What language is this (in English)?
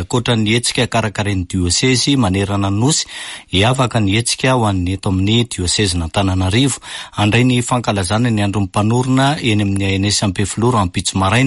Malagasy